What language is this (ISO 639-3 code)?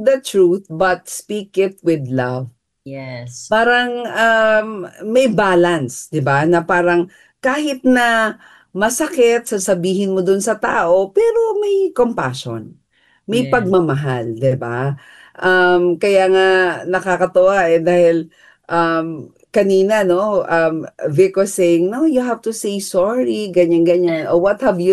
fil